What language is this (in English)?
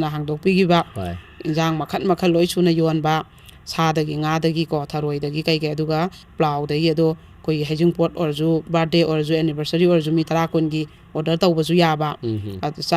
Manipuri